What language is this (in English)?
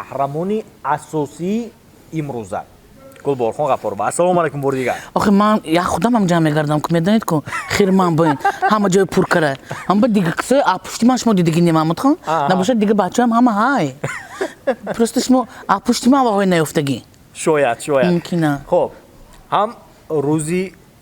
Tajik